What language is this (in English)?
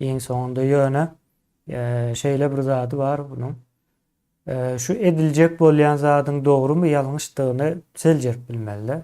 Turkmen